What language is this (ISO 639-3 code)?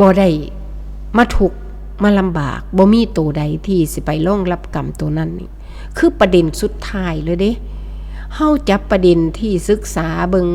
tts